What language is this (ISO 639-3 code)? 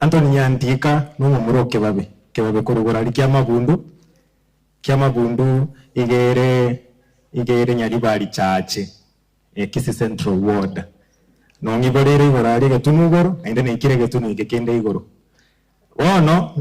guz